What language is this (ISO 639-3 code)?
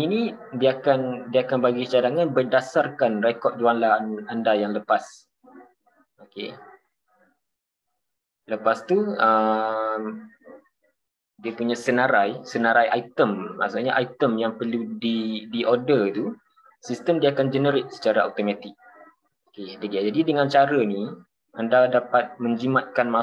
msa